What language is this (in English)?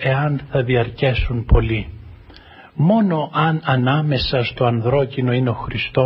Greek